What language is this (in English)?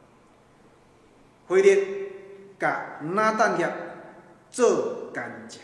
Min Nan Chinese